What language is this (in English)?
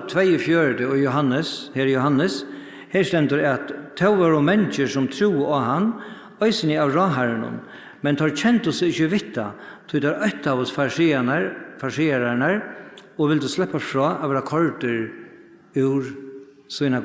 Faroese